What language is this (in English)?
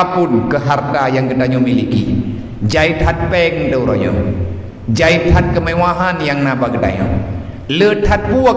Achinese